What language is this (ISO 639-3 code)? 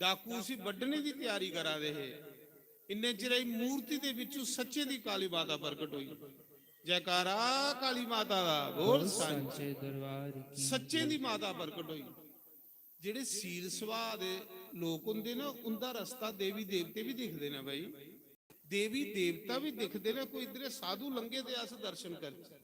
doi